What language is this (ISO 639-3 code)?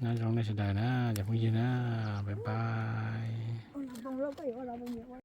hmn